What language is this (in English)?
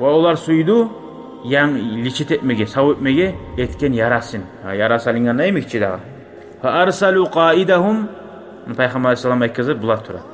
Kumyk